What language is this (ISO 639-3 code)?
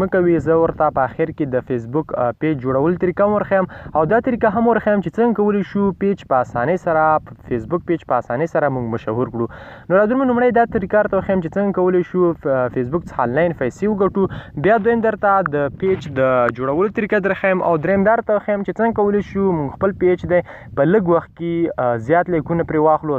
pus